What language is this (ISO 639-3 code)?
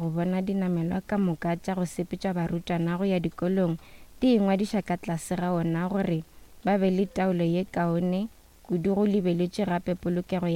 nso